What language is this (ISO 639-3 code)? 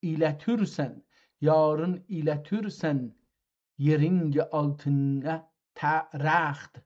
azb